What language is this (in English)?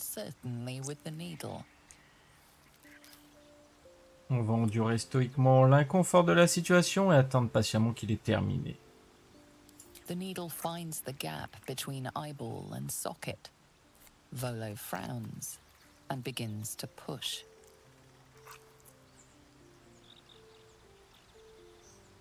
French